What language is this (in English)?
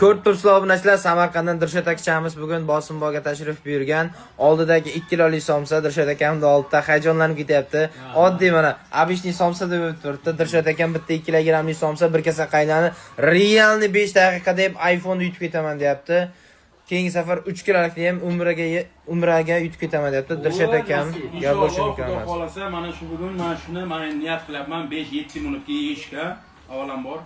Uzbek